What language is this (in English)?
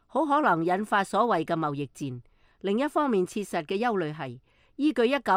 Cantonese